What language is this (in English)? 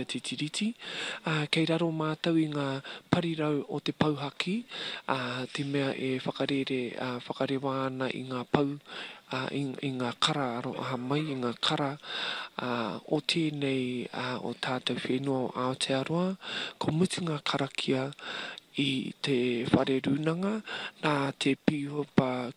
Māori